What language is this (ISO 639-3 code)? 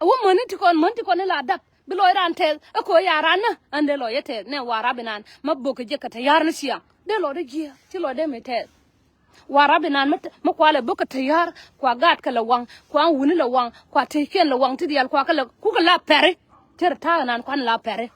nus